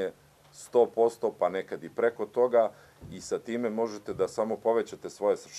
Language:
Serbian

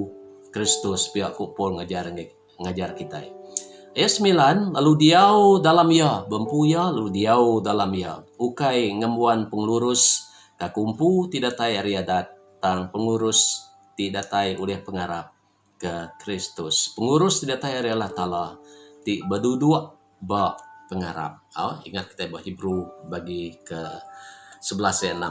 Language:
Iban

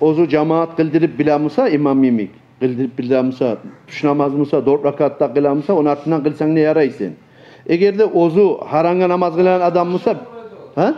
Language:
Kumyk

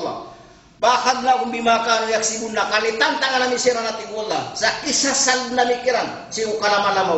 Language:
Maranao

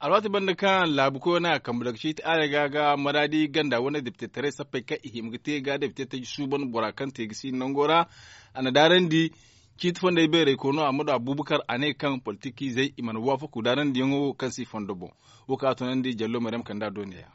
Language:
Zarma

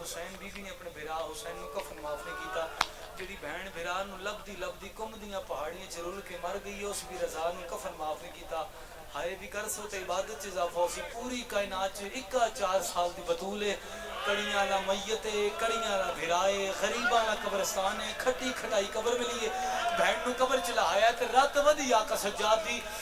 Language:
Pahari-Potwari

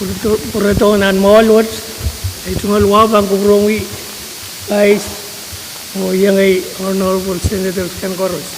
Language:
Pohnpeian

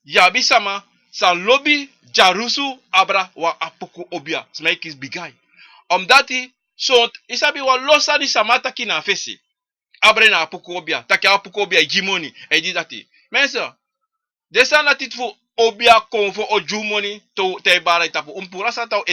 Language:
Sranan Tongo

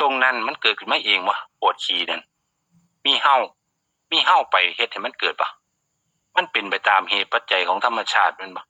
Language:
Northeastern Thai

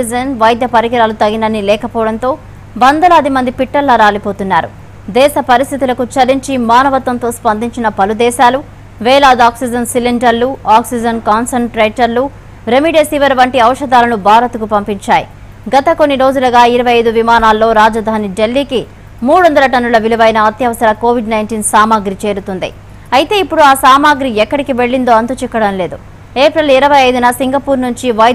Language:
Telugu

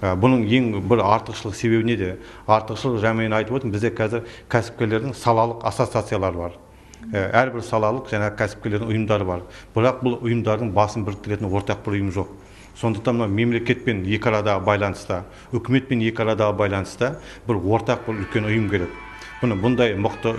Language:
Kazakh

